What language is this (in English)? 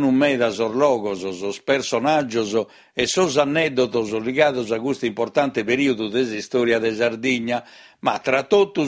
Sardinian